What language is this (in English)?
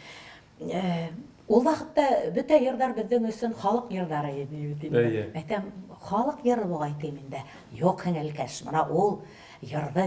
Bashkir